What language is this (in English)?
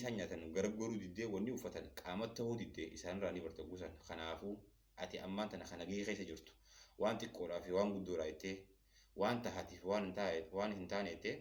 Oromo